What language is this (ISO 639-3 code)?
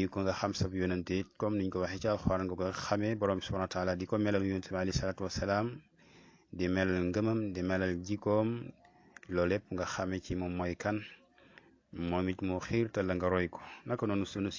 wol